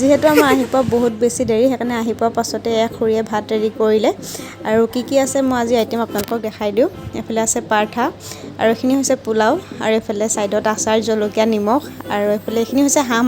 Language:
Assamese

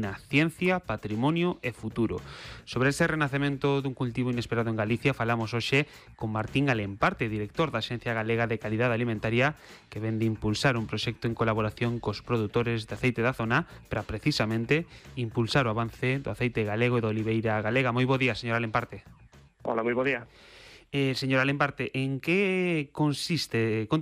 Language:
Galician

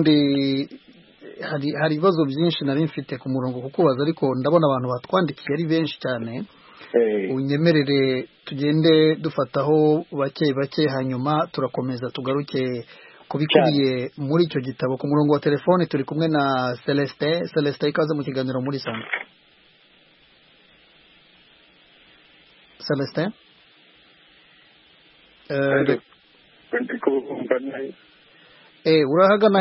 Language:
Kinyarwanda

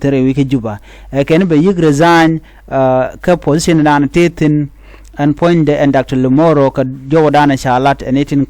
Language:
Nuer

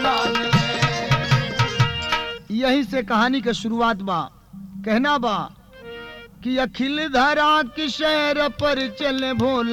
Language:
Bhojpuri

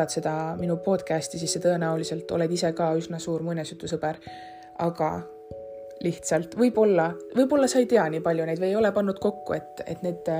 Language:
Estonian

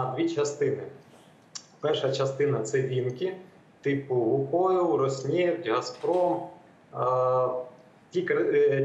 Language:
Ukrainian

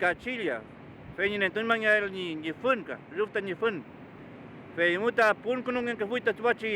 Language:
Mapuche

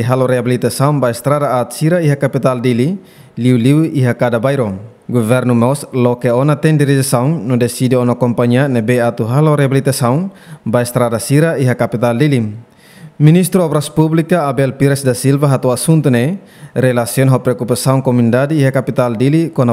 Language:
Tetum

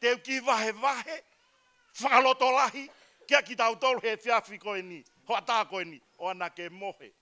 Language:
Tongan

